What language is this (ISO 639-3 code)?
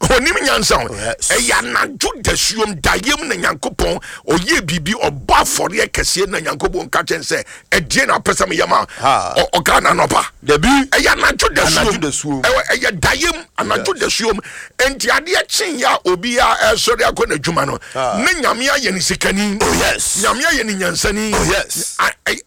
aka